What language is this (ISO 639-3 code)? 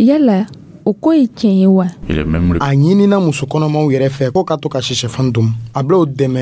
dyu